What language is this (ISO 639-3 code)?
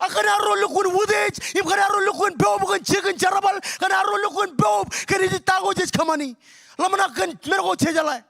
mah